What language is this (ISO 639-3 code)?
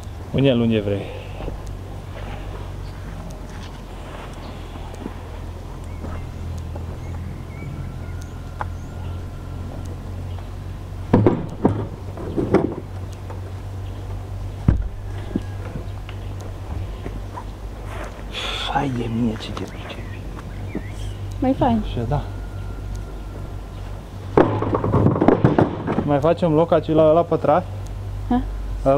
ron